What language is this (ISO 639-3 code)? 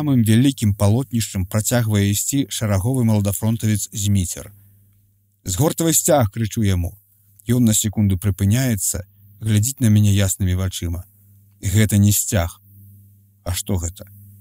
bel